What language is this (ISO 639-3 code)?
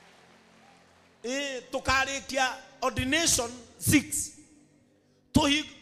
kik